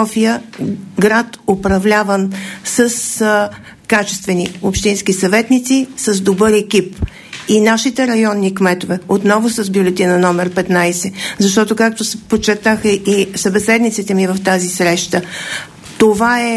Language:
Bulgarian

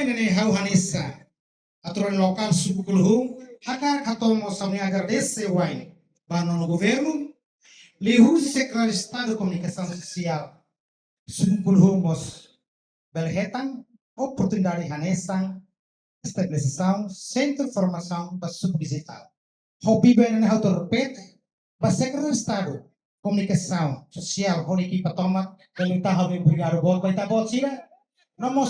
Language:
Tetum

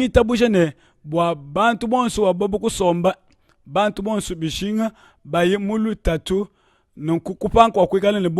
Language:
Luba-Lulua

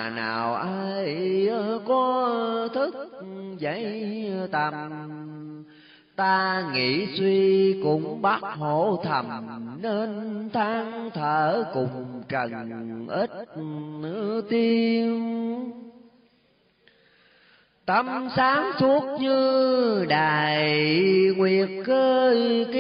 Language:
Vietnamese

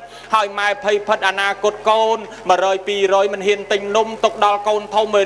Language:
Khmer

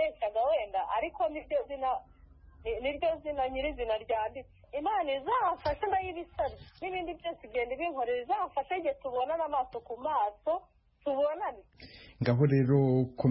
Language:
Kinyarwanda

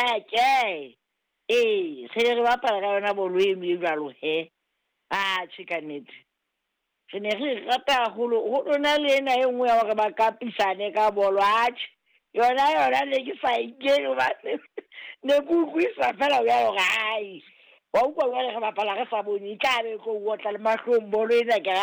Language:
Southern Sotho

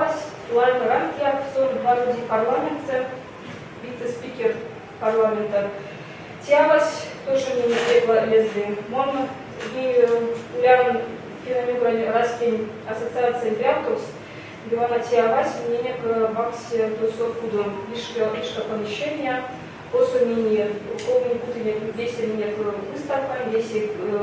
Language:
Erzya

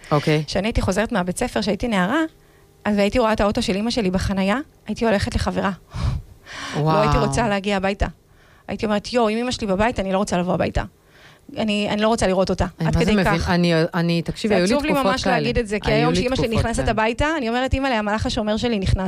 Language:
Hebrew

